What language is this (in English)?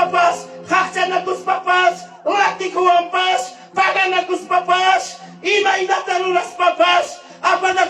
Ayacucho Quechua